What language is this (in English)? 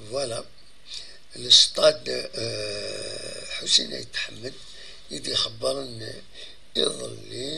Kabyle